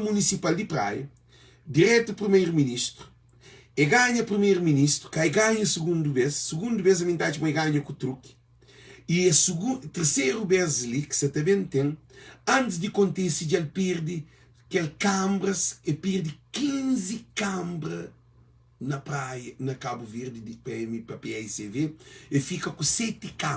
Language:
Kabuverdianu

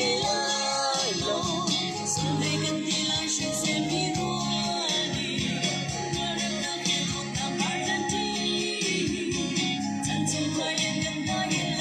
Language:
Hakha Chin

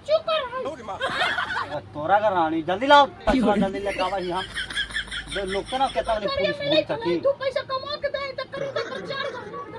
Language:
Magahi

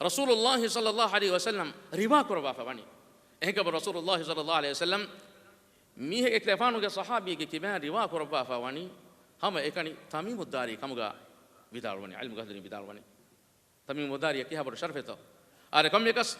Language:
Divehi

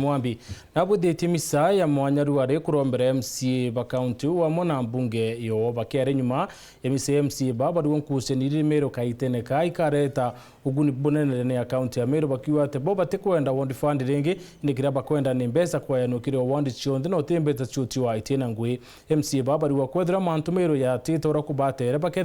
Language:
Meru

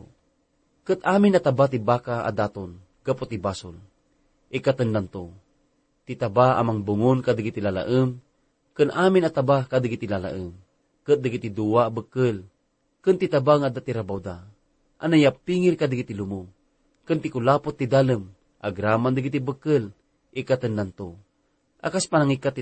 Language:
Iloko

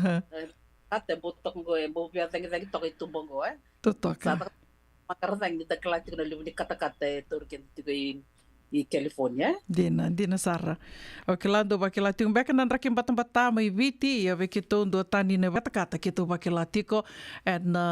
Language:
Fijian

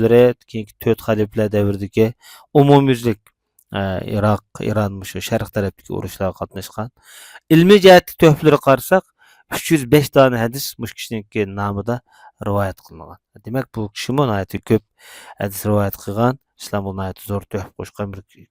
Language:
Uyghur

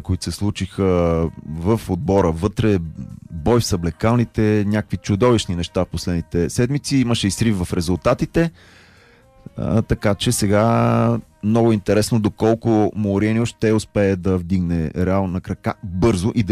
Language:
Bulgarian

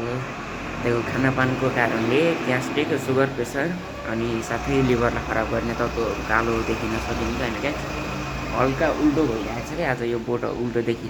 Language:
Nepali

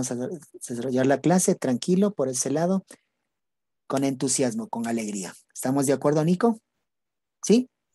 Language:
Spanish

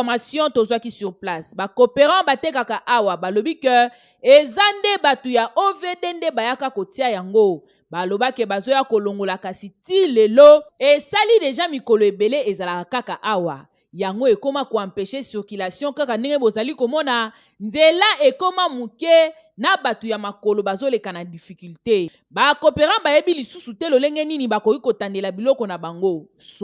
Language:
Lingala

